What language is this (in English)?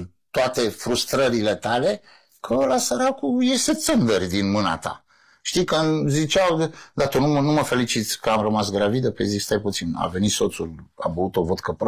Romanian